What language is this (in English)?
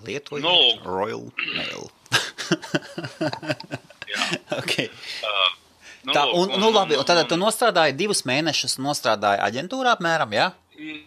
Latvian